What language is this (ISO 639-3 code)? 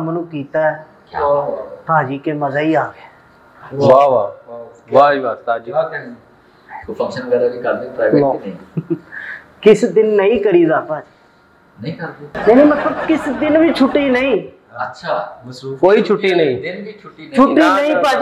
pan